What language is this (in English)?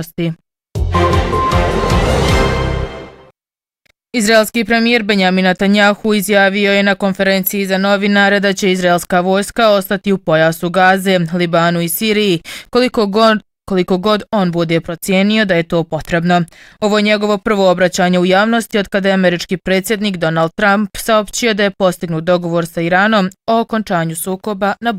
Bosnian